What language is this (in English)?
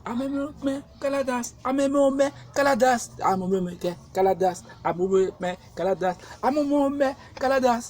Haitian Creole